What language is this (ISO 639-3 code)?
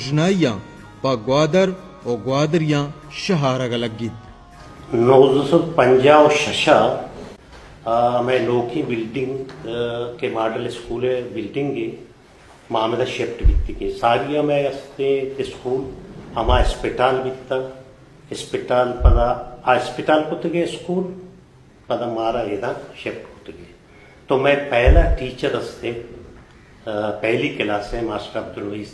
bal